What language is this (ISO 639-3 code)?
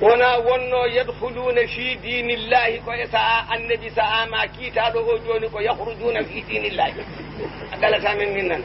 ful